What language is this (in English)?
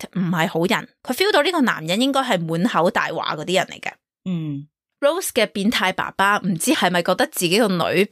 Cantonese